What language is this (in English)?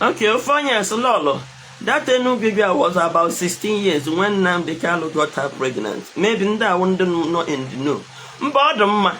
Igbo